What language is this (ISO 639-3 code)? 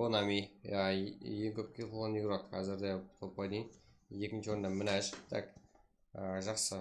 kaa